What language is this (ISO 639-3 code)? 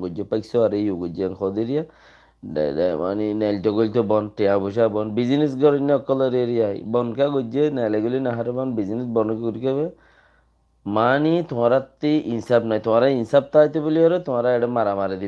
rhg